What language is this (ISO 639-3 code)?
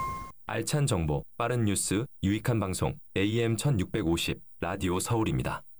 kor